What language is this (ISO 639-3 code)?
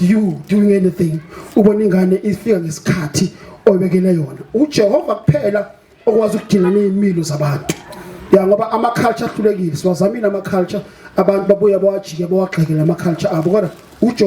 zul